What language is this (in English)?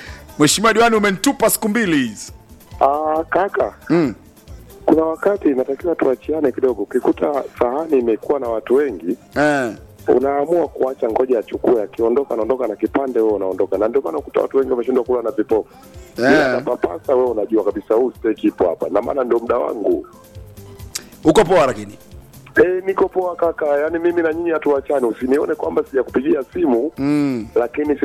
Swahili